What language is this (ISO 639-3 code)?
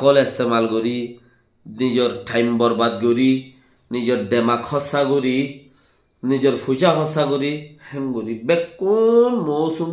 rhg